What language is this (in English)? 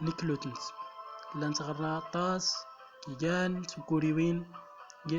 Central Atlas Tamazight